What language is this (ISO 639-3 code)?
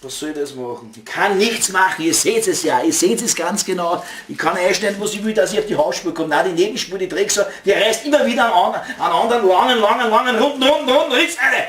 bar